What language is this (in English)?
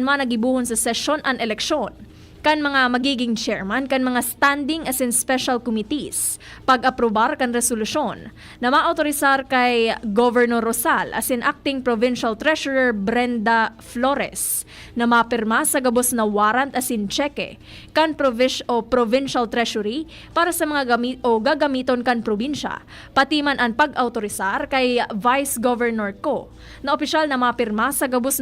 Bikol